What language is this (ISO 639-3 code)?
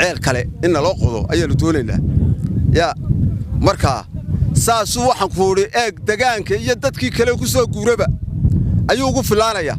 som